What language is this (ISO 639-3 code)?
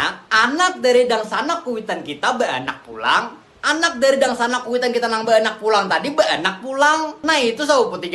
bjn